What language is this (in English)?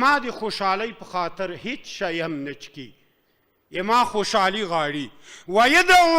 Pashto